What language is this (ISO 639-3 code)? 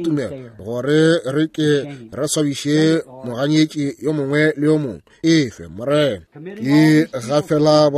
nso